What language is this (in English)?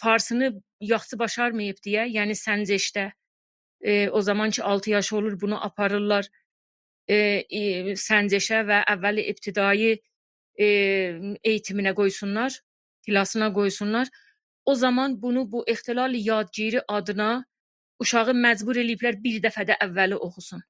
South Azerbaijani